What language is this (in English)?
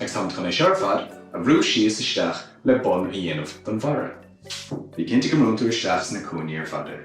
Irish